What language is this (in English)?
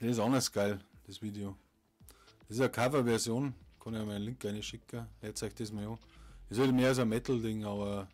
Bavarian